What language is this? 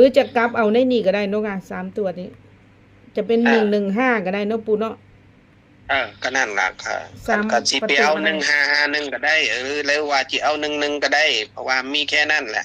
Northeastern Thai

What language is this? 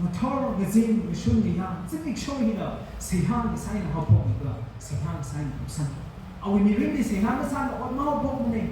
Tangkhul Naga (India)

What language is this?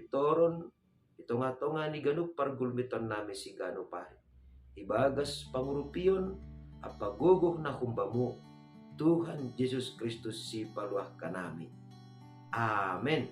Batak Simalungun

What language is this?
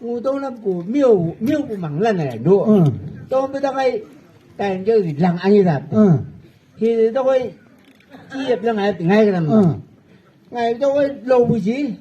Chang Naga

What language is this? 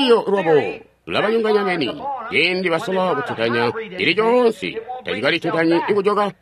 Tonga (Zambia)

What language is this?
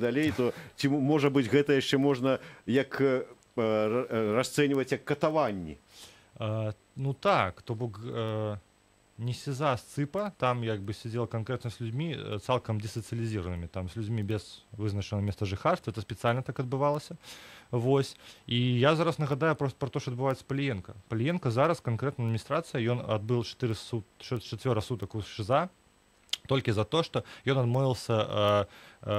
Belarusian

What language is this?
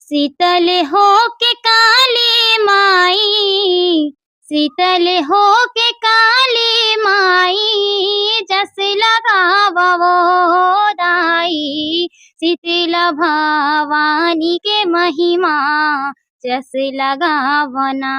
Chhattisgarhi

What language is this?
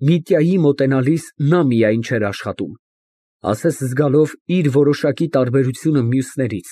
Armenian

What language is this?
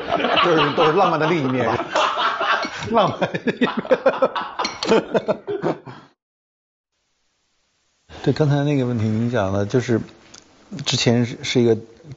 Chinese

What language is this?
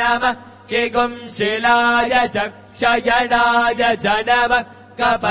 Sanskrit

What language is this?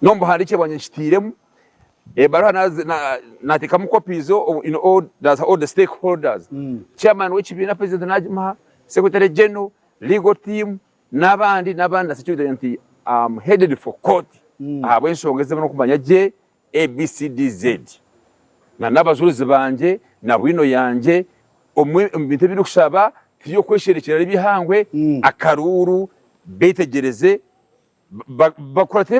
Nyankole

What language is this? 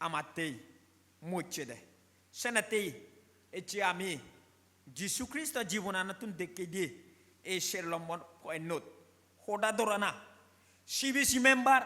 Chakma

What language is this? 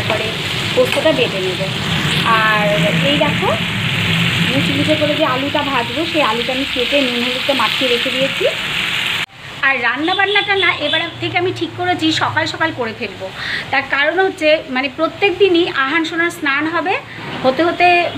Bangla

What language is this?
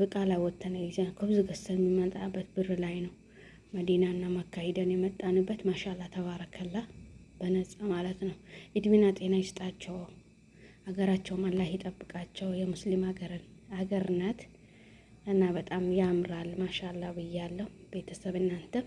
Amharic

